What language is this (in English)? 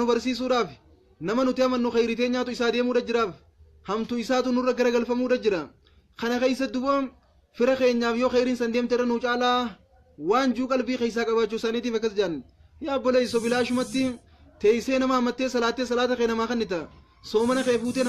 Oromo